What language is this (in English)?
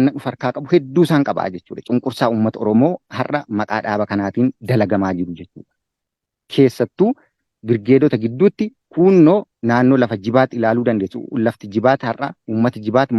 Oromo